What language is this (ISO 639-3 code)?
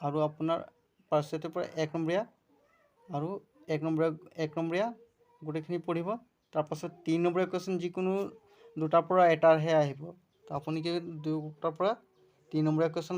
asm